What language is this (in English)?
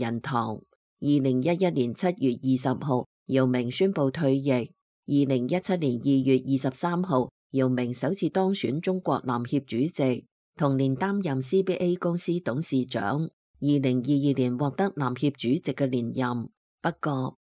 Cantonese